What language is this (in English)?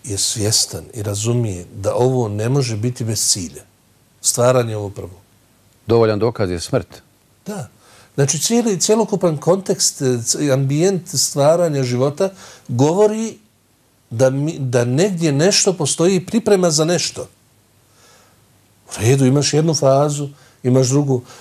Bosnian